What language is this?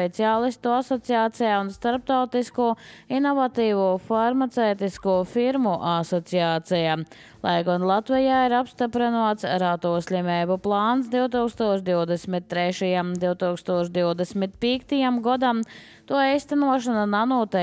Latvian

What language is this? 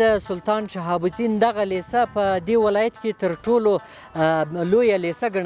Pashto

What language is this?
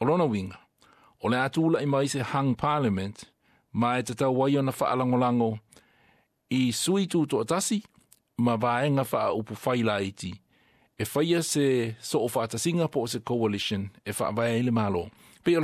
Samoan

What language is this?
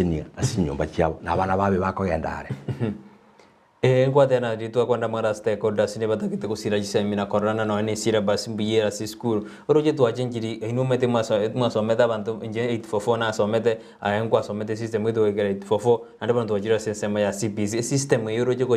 Gusii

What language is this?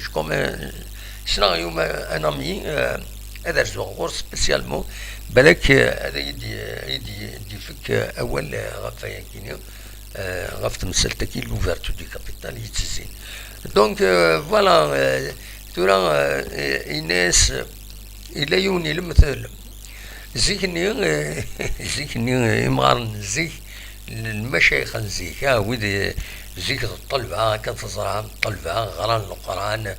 Kabyle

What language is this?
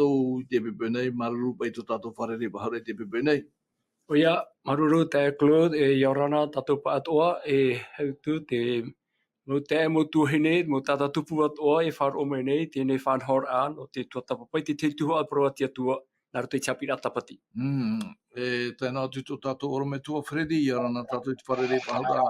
Tahitian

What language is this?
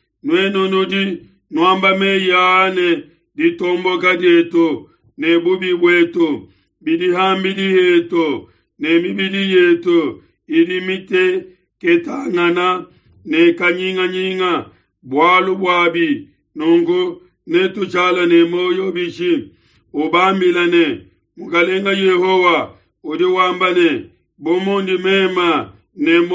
Luba-Lulua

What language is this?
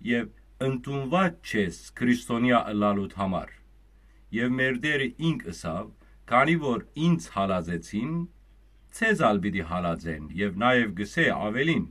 Western Armenian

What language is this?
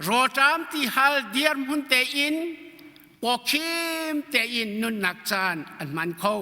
Hakha Chin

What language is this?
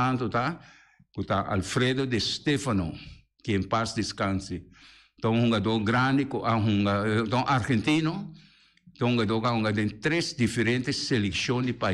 Papiamento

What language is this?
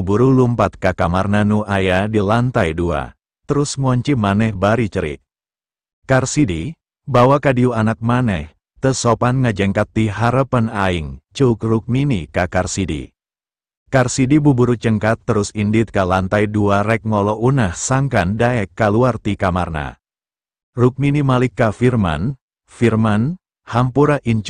Sundanese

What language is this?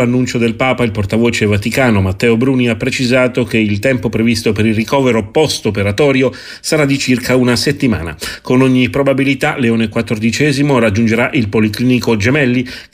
Italian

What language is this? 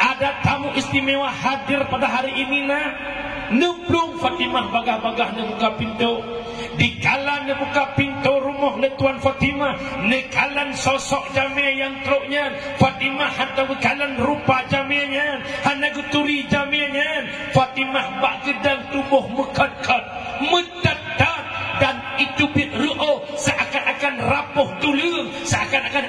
Achinese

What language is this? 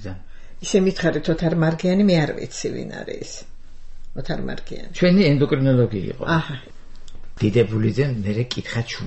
Georgian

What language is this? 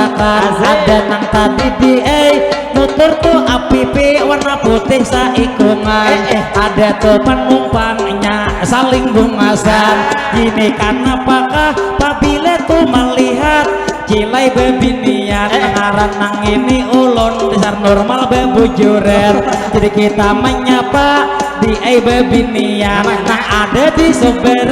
Banjar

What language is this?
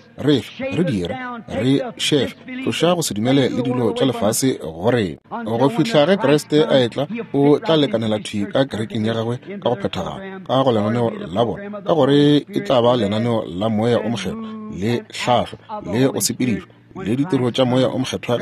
Northern Sotho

